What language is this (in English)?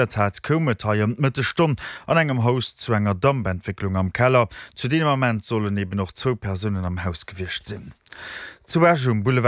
Luxembourgish